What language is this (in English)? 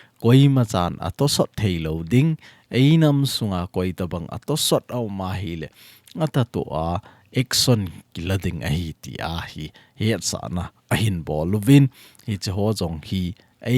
Thado Chin